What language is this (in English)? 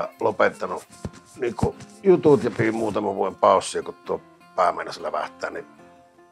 Finnish